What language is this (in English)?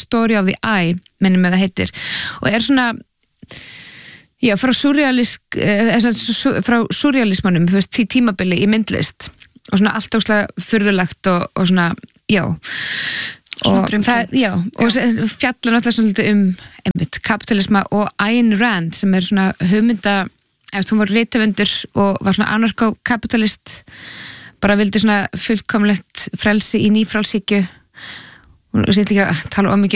Icelandic